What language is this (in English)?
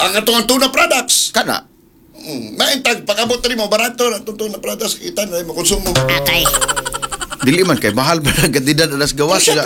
Cebuano